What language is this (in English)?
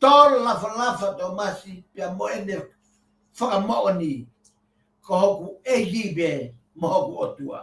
Tongan